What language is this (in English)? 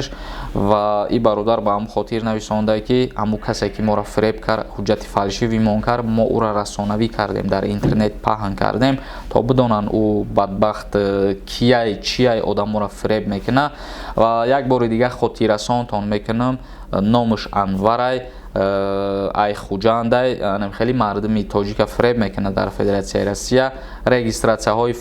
Tajik